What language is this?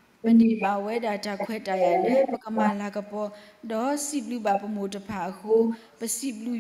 S'gaw Karen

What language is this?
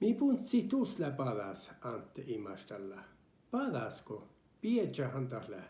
Northern Sami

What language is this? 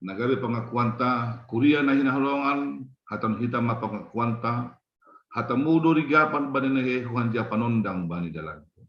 Batak Simalungun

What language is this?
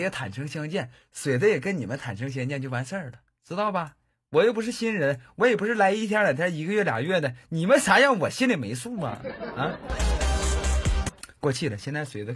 Chinese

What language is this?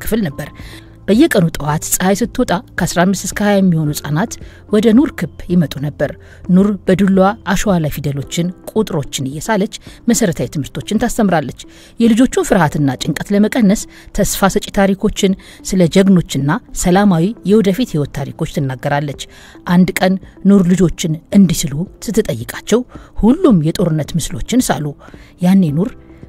Amharic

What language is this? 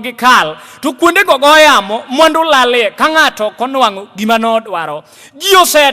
Luo (Kenya and Tanzania)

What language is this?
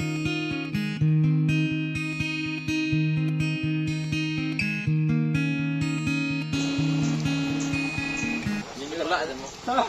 Minangkabau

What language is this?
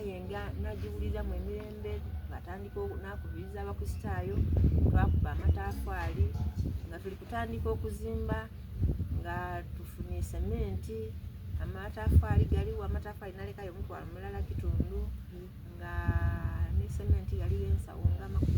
Soga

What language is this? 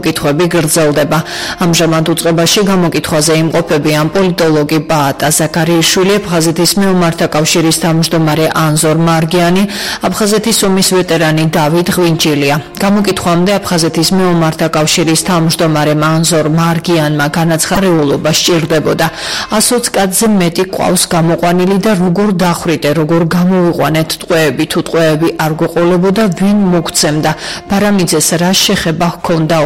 Georgian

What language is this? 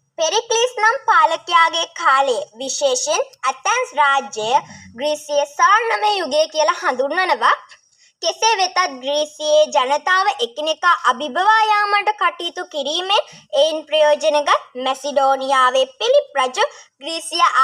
Sinhala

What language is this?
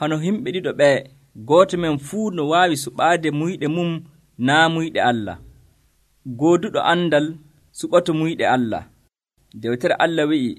Nigerian Fulfulde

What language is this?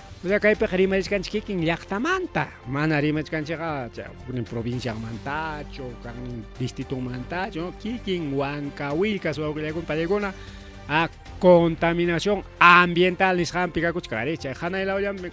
Ayacucho Quechua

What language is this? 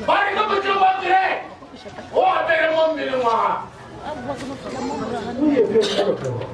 Northern Sotho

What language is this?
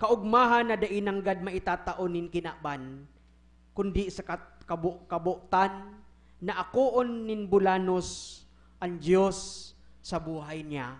Bikol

